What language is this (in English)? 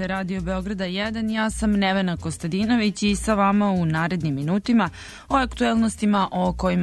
Serbian